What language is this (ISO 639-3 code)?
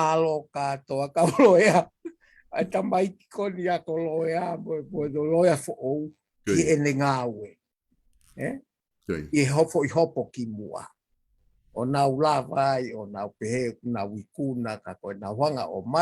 ton